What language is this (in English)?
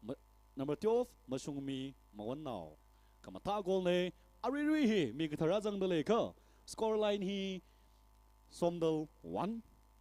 Tangkhul Naga (India)